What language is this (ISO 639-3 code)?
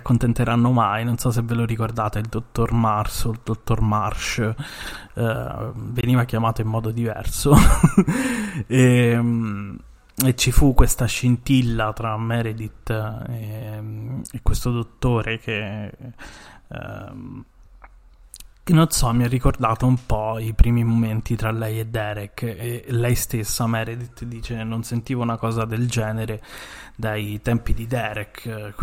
ita